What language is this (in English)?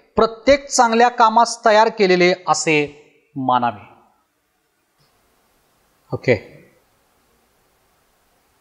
Marathi